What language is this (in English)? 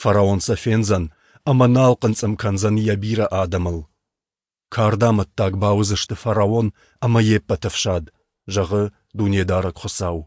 Ossetic